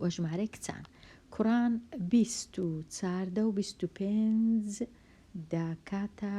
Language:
Central Kurdish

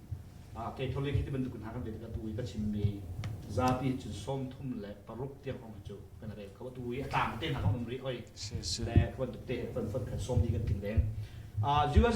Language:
Hakha Chin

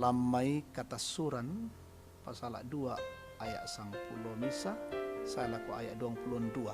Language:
Toraja-Sa'dan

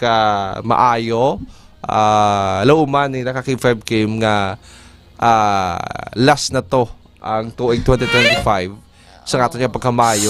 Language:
Hiligaynon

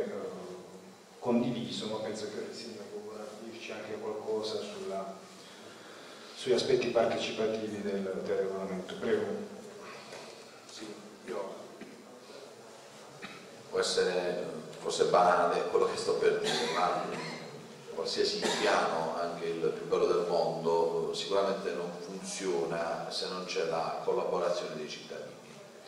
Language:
Italian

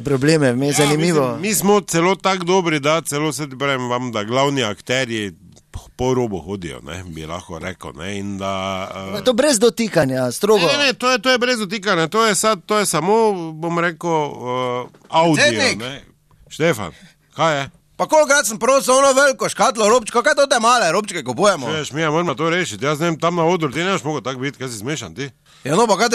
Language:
Slovenian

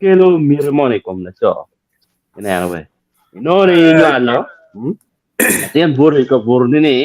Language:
Acoli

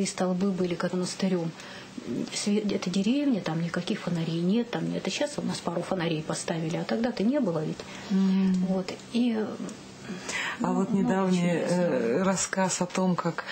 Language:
Russian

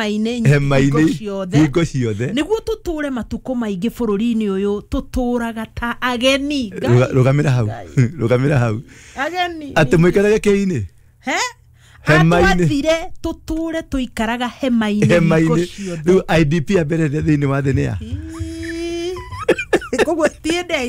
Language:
Kikuyu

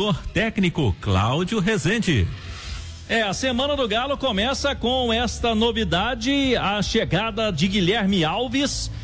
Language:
Portuguese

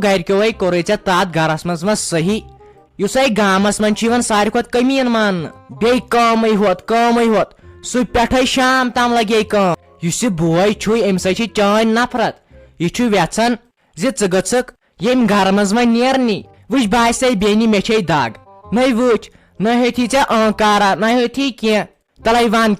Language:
Kashmiri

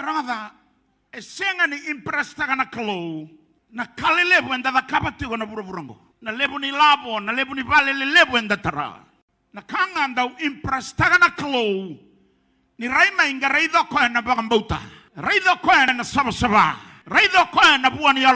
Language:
Fijian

